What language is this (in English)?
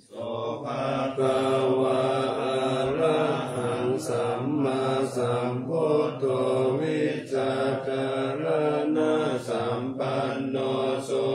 Pali